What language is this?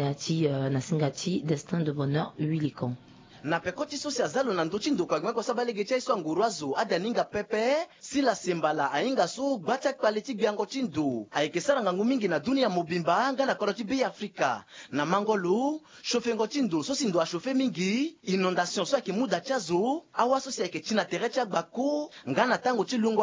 Sango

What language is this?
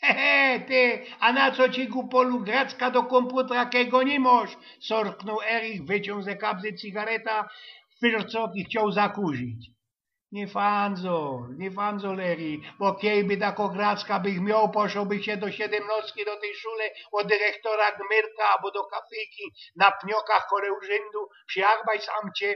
Silesian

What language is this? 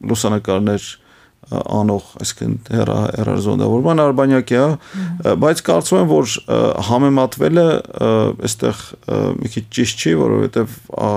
Armenian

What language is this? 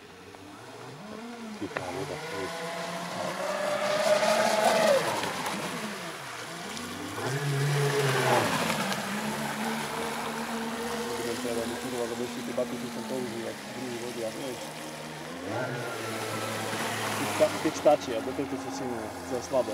Slovak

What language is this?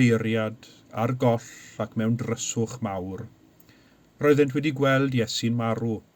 Welsh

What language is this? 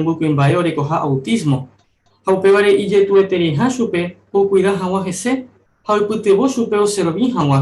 Guarani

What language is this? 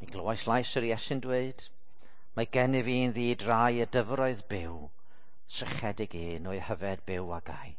Welsh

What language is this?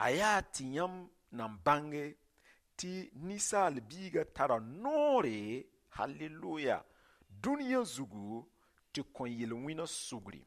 Mossi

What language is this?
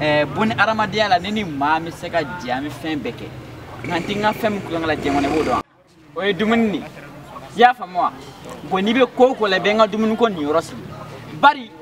Bambara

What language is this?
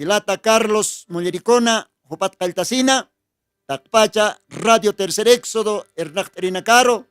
Aymara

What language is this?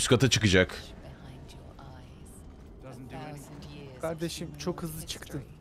Turkish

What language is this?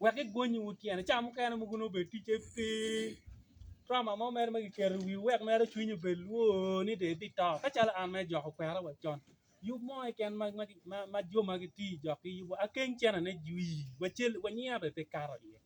Acoli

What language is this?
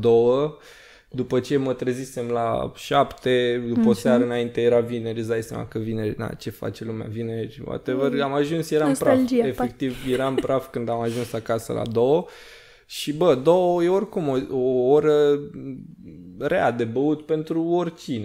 Romanian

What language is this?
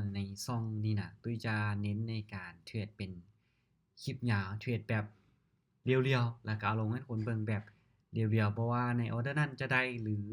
Lao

